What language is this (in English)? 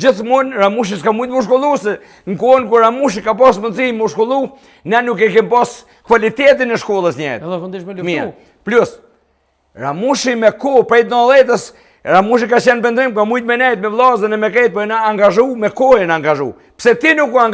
Albanian